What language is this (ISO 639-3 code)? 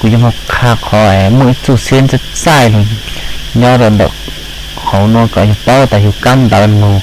hmn